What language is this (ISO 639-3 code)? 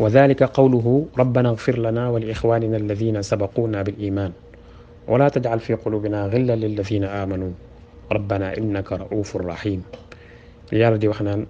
wol